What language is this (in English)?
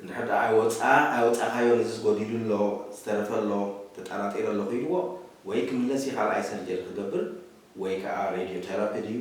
Tigrinya